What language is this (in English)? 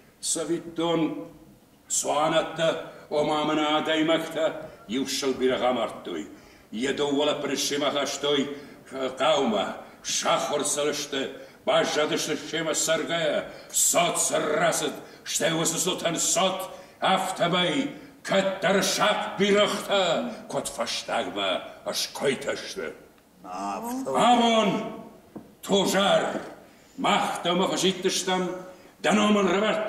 Ossetic